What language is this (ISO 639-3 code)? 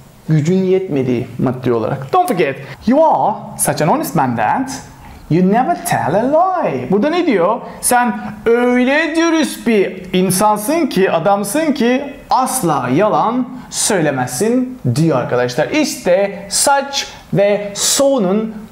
tur